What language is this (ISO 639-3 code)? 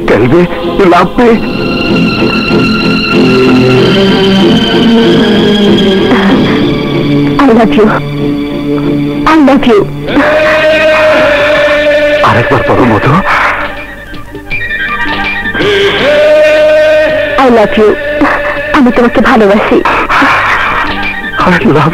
ben